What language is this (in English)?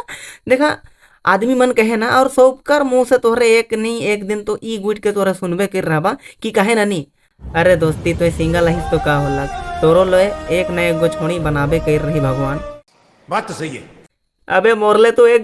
Sadri